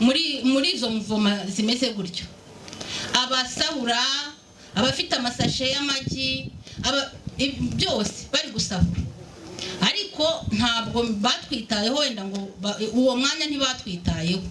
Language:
Kinyarwanda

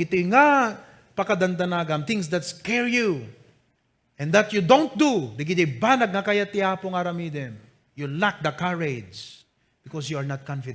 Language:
Iloko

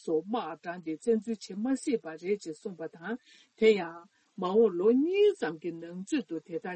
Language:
Tibetan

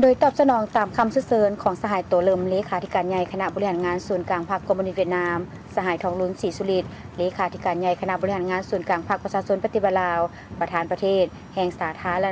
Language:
Lao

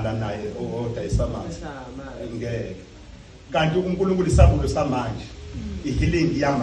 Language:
Zulu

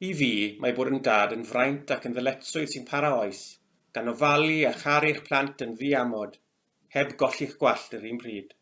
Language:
Welsh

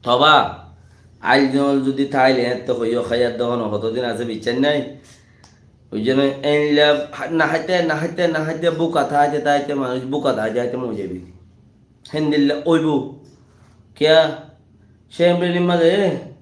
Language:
Rohingya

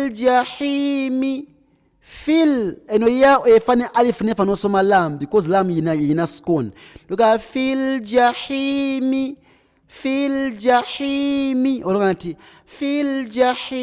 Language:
Ganda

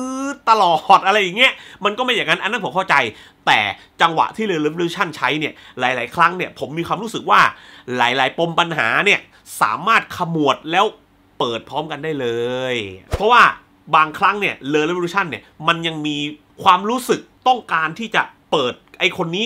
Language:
Thai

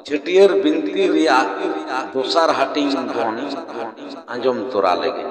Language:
Santali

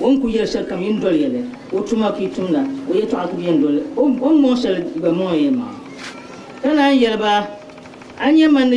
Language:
Dagbani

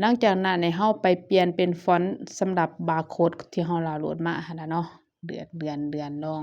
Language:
Lao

